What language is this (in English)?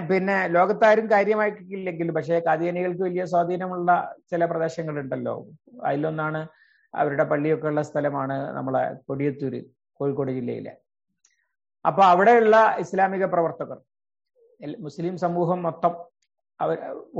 Malayalam